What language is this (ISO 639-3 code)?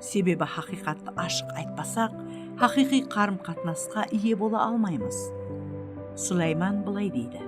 kaa